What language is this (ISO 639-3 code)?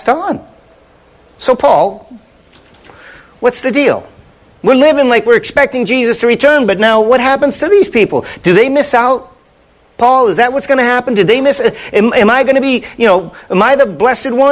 eng